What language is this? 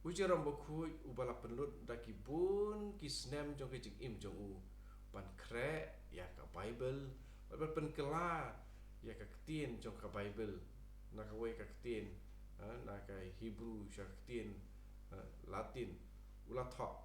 Khasi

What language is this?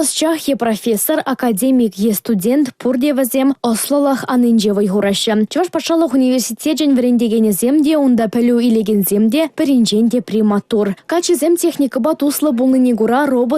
Chuvash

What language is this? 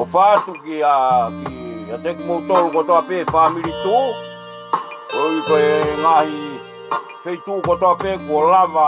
Tongan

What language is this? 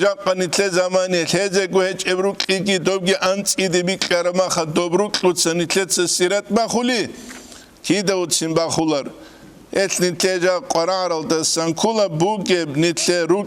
Avaric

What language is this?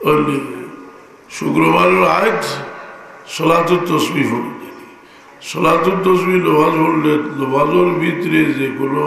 Sylheti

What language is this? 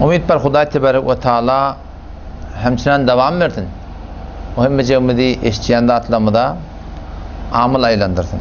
Turkmen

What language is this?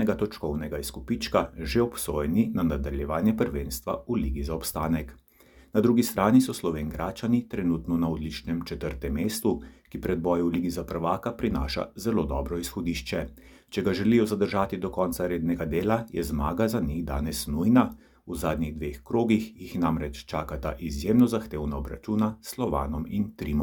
Slovenian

